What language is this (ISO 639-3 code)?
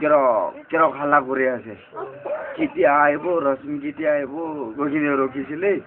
nag